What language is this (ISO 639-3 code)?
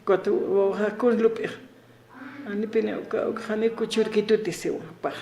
aym